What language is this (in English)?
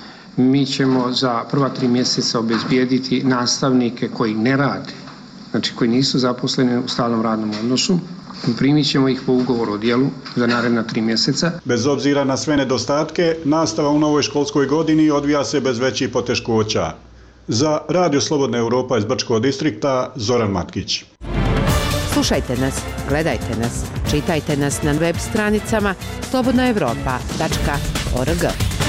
Bosnian